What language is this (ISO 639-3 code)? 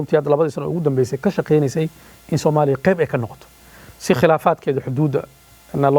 som